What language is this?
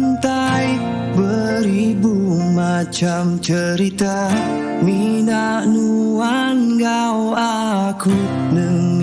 Iban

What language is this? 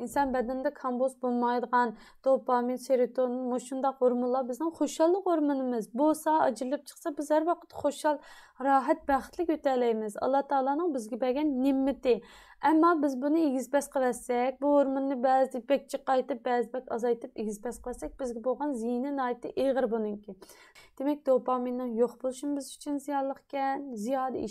Uyghur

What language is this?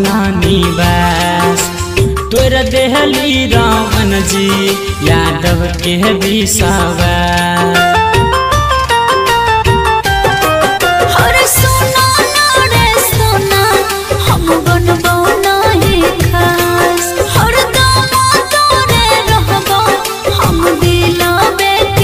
Bhojpuri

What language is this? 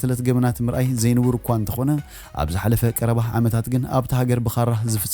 Tigrinya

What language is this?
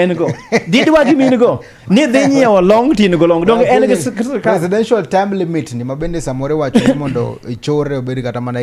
Luo (Kenya and Tanzania)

